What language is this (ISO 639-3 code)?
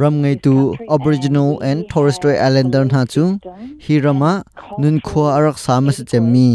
cnh